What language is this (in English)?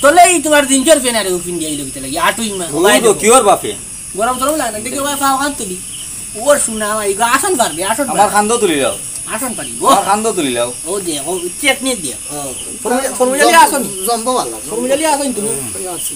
Sylheti